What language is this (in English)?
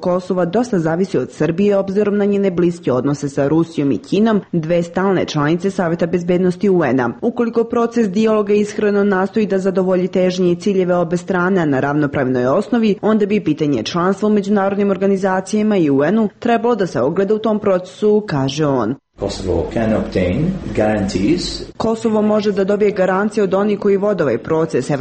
Serbian